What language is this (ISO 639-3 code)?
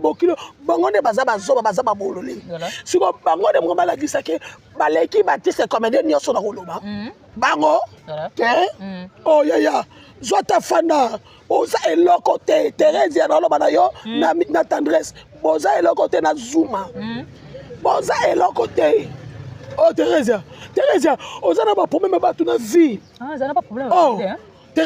lin